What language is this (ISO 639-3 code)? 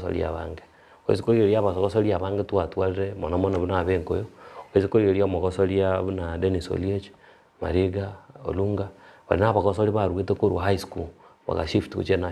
guz